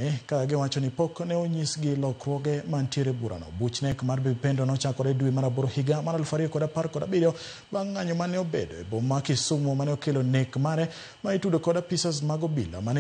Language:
Luo (Kenya and Tanzania)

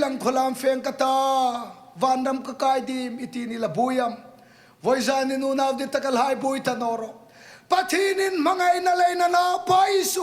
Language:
Hmar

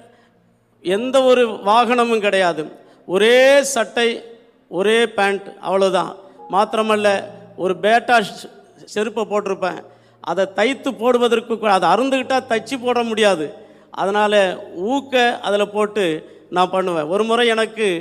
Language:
Tamil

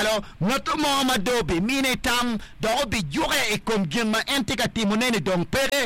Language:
Acoli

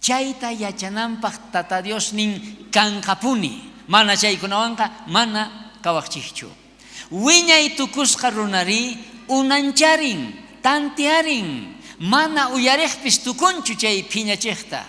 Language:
South Bolivian Quechua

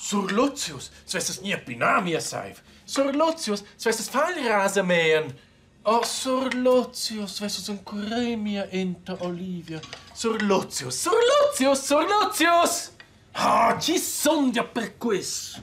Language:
Romansh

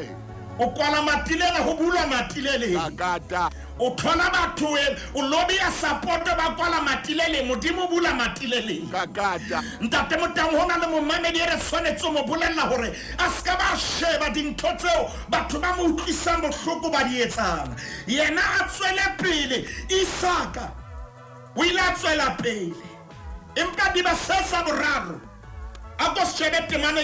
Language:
Southern Sotho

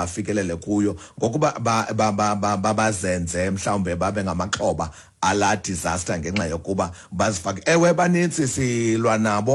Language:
Xhosa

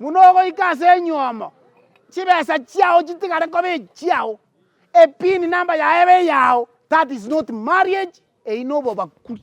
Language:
Gusii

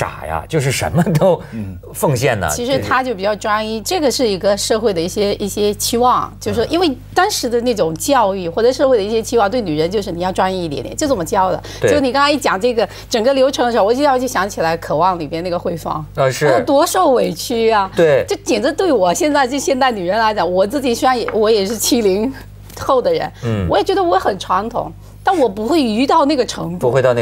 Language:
Chinese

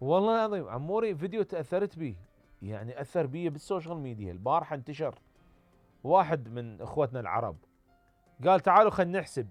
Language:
Mesopotamian Arabic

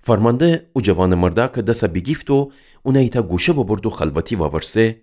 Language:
Gilaki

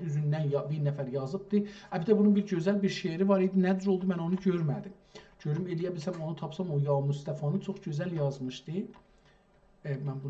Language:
South Azerbaijani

